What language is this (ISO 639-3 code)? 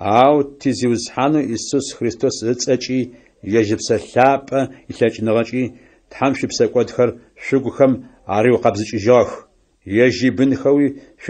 ady